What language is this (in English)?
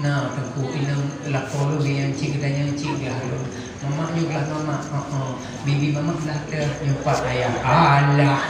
Achinese